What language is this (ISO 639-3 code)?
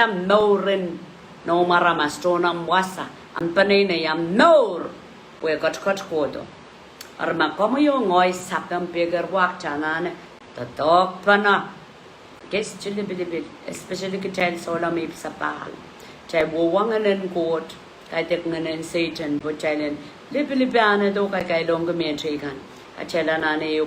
pon